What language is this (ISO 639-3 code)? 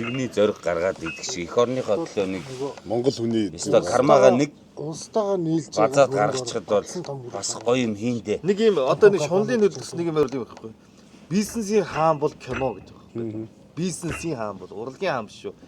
mon